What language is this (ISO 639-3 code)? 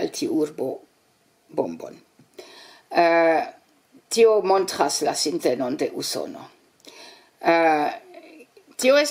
epo